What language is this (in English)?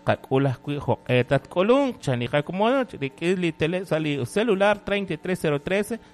Kekchí